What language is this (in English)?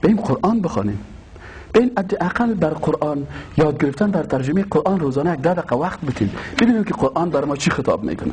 Persian